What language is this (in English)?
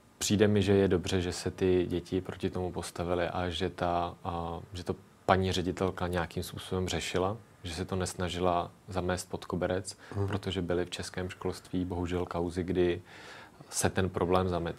Czech